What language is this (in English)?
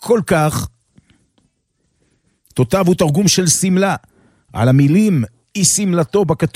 Hebrew